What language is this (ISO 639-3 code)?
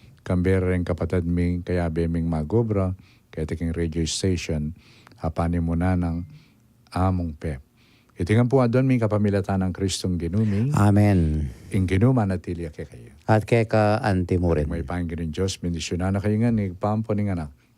pam